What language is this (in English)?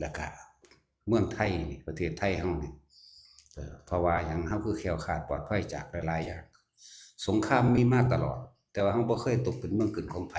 Northeastern Thai